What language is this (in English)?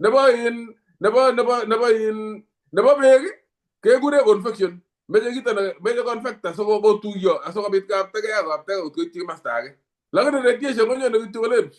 Kalenjin